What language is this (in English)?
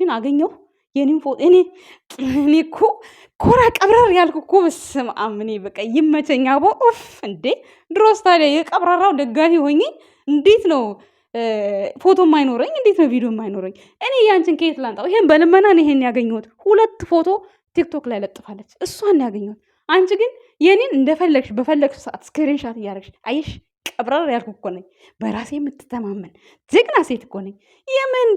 Amharic